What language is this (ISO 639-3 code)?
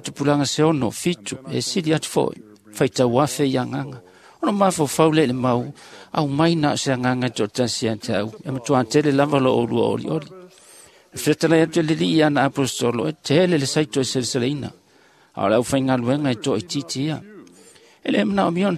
smo